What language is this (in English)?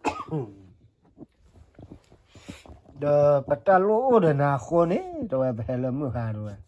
S'gaw Karen